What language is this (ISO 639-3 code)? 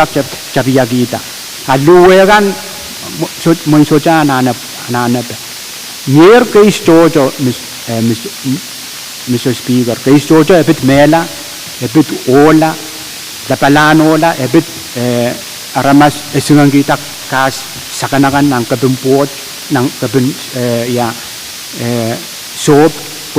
pon